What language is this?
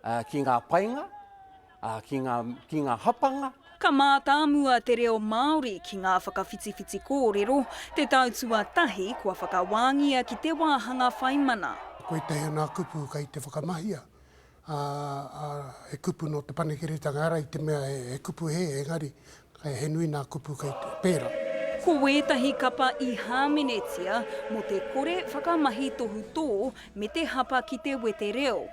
Māori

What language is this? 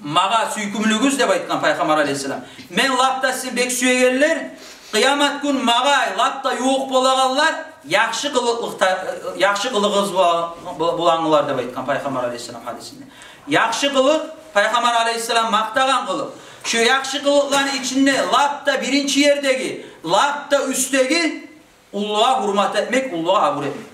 Kumyk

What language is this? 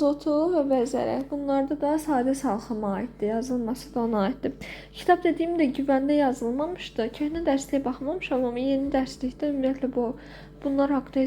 Azerbaijani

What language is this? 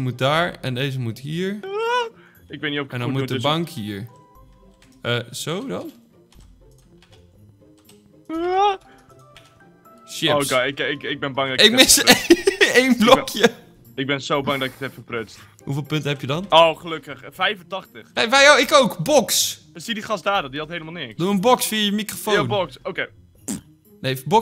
Dutch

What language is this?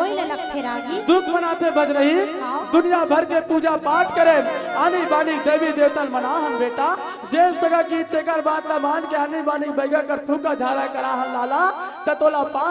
Chhattisgarhi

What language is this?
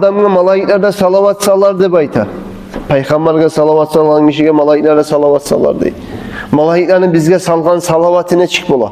Kumyk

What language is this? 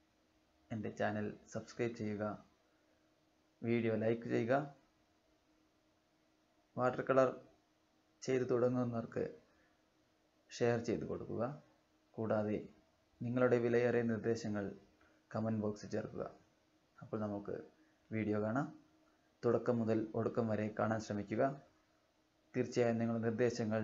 Malayalam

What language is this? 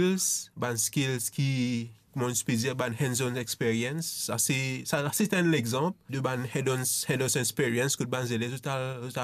Morisyen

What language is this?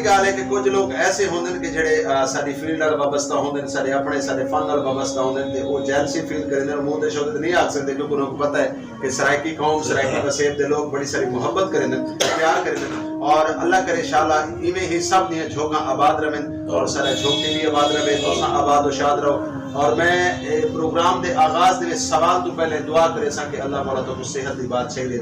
Saraiki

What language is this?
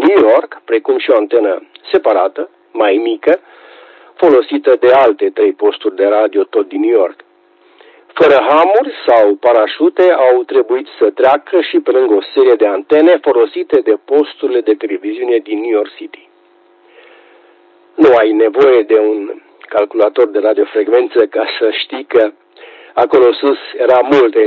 Romanian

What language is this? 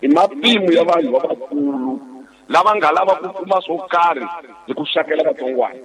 Tsonga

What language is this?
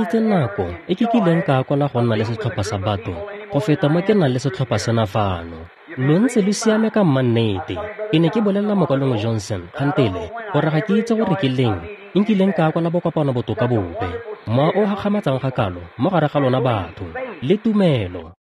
Tswana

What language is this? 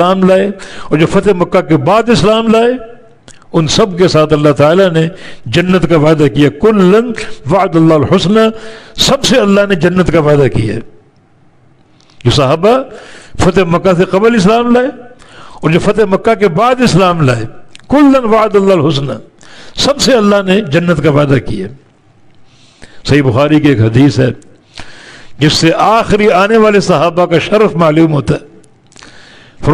Urdu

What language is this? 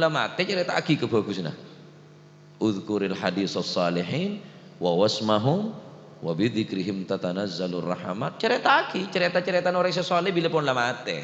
Madurese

